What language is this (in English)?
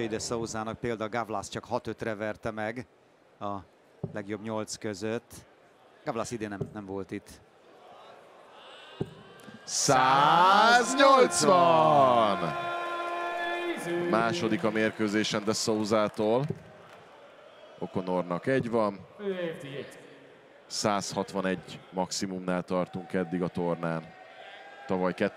Hungarian